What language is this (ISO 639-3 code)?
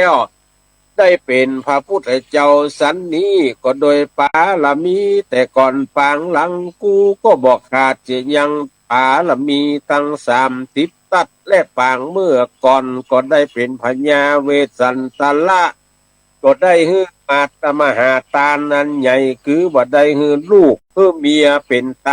nod